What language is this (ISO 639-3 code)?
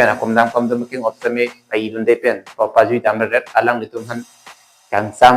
mjw